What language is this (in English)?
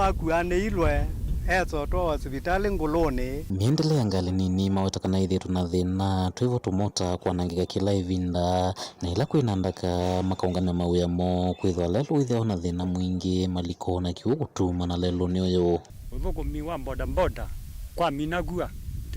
Kamba